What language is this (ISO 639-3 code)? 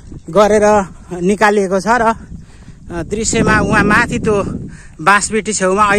nep